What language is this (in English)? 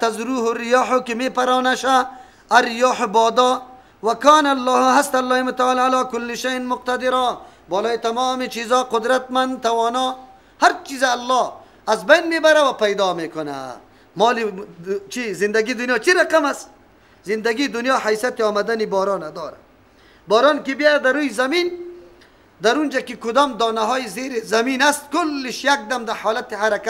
Persian